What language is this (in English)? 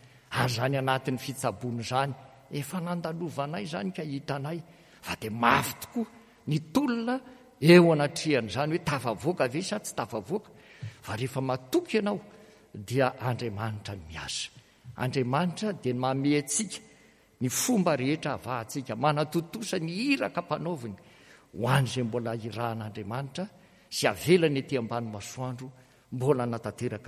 Malagasy